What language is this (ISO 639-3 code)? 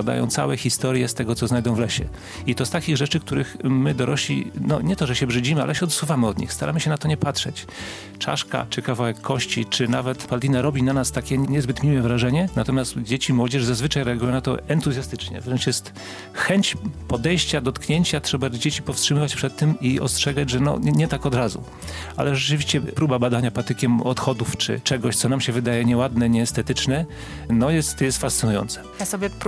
pol